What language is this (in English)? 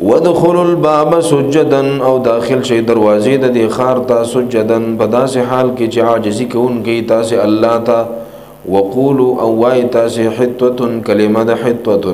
Pashto